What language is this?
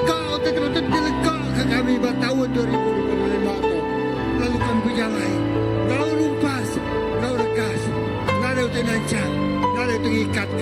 Iban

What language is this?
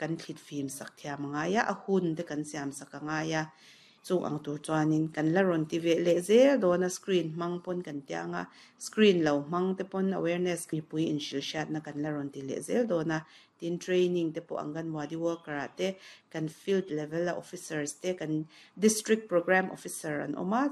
Mizo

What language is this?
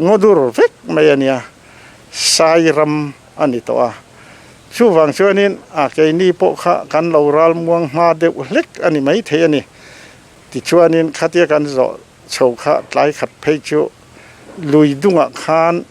Mizo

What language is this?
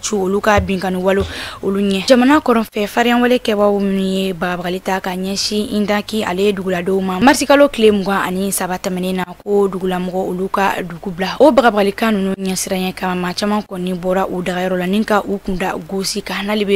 Bambara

